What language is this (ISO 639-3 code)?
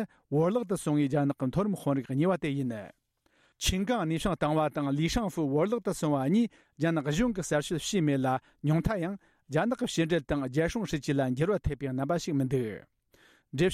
bod